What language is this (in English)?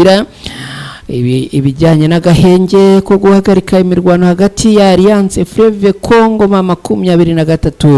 Kinyarwanda